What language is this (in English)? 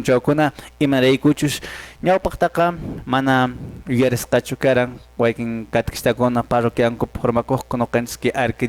Quechua